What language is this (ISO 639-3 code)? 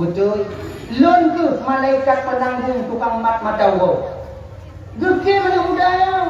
ace